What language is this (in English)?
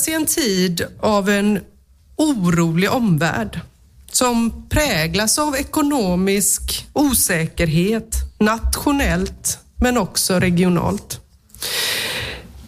Swedish